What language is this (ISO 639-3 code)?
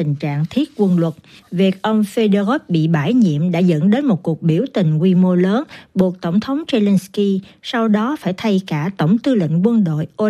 vie